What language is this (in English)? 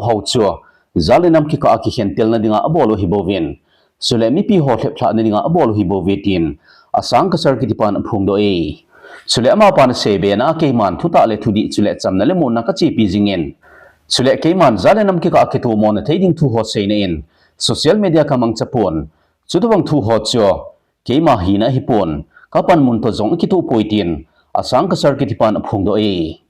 Thado Chin